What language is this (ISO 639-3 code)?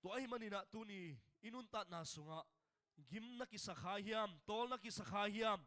ctd